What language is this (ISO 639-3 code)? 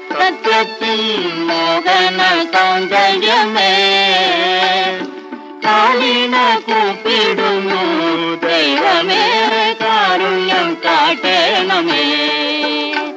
mal